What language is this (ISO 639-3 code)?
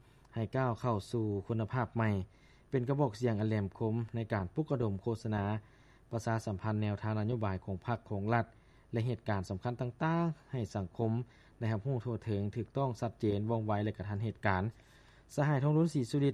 lao